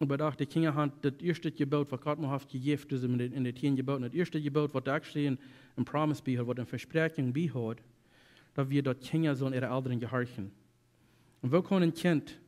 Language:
Plautdietsch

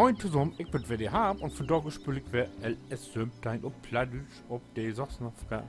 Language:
Low German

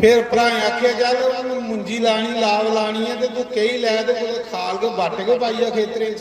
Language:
Dogri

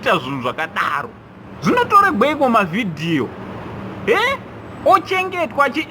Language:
Shona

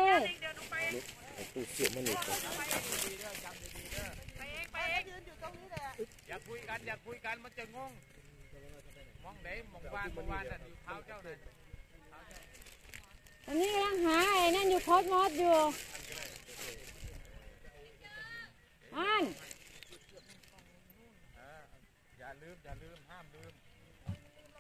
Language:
Thai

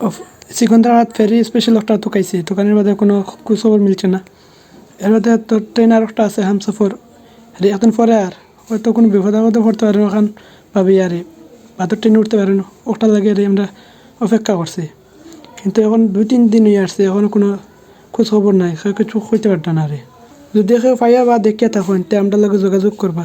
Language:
Sylheti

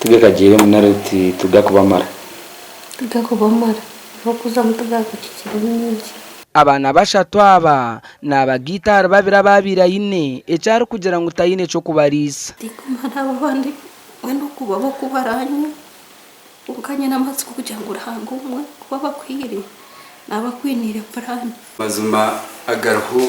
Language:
Nyankole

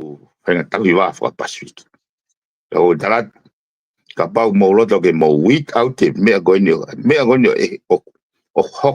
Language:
Tongan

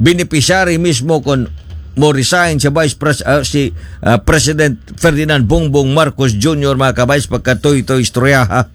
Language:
Cebuano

